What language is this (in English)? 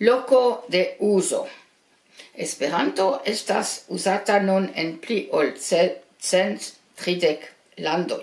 Esperanto